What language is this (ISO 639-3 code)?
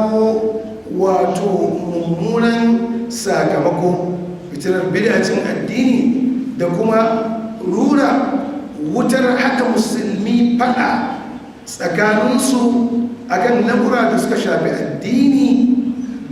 hau